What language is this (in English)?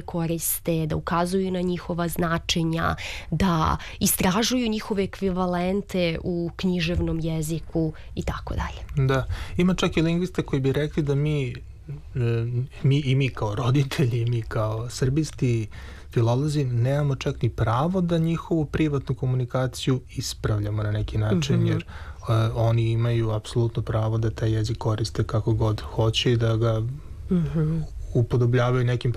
Serbian